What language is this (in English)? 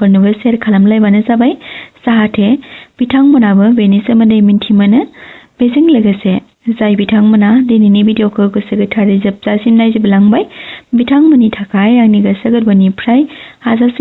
Bodo